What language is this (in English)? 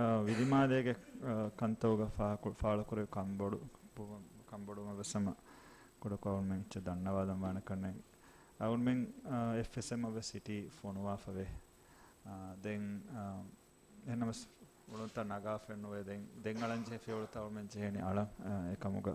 Divehi